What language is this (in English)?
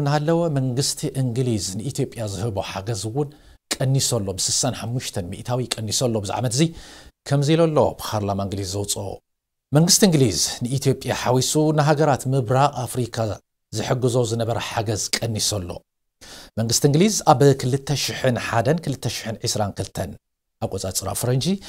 Tigrinya